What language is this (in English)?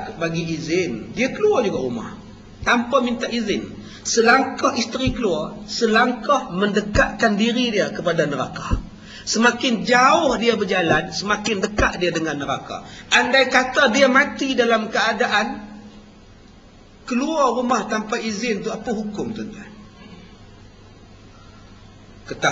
Malay